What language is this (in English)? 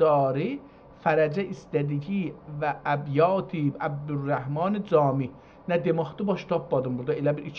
South Azerbaijani